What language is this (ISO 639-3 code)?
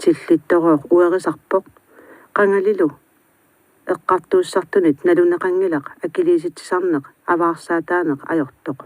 kal